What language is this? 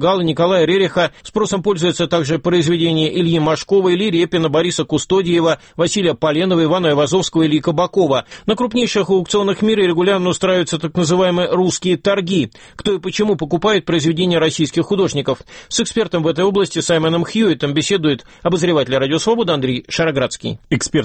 Russian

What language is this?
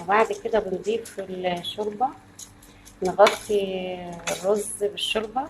Egyptian Arabic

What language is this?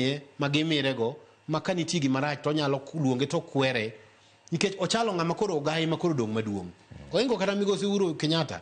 Luo (Kenya and Tanzania)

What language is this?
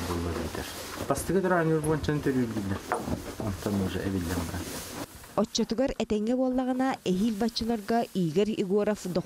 Yakut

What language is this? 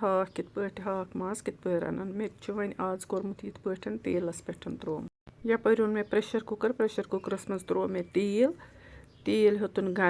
Kashmiri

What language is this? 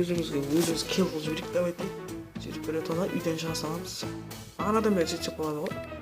Kara-Kalpak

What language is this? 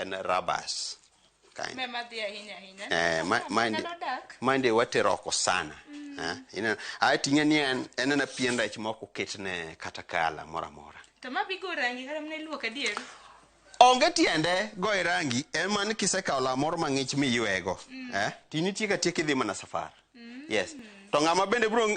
Luo (Kenya and Tanzania)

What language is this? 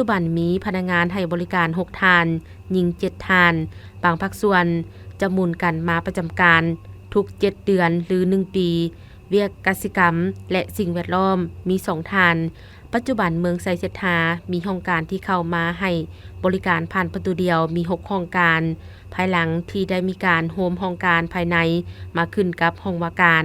Lao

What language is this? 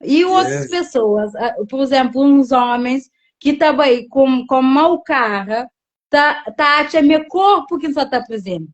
Kabuverdianu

